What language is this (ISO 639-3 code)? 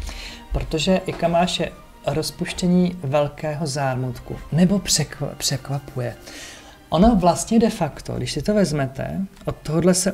ces